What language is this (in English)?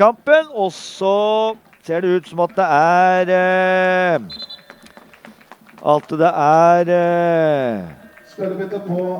Norwegian